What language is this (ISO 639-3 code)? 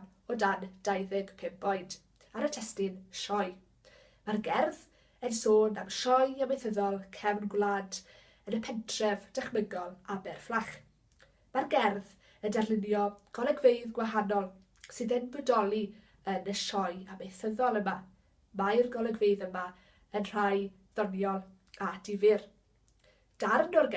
cym